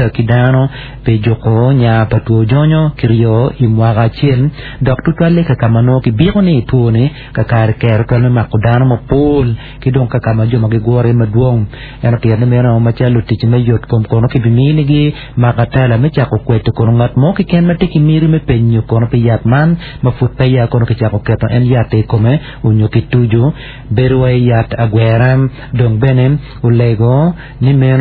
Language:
Acoli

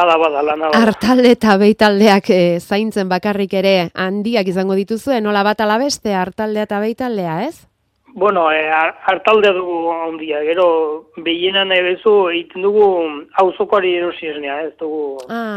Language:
Basque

